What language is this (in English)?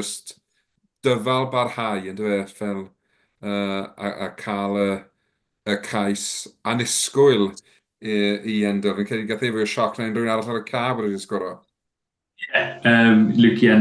Welsh